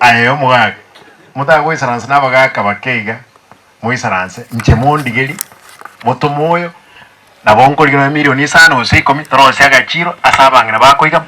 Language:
Gusii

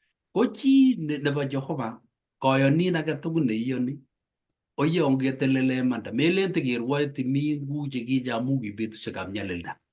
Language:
Kalenjin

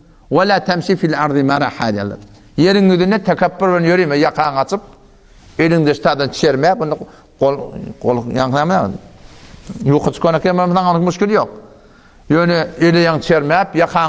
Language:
Turkmen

